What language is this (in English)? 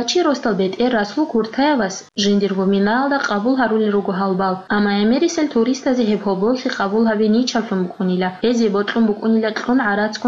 Avaric